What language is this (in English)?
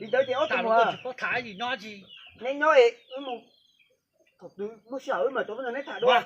Hmong